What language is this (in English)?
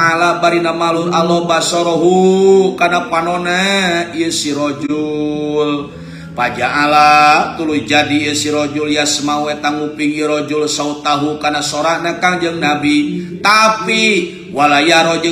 Sundanese